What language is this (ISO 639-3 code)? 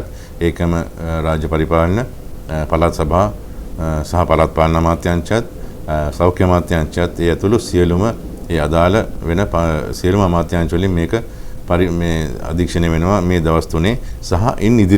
sin